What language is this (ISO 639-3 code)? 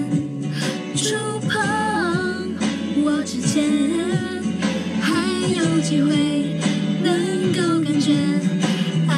zho